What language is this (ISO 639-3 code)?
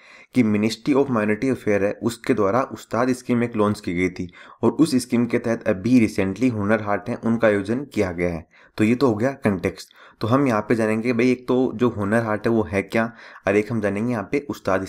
hin